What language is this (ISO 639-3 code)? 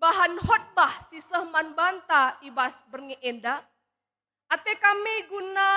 btx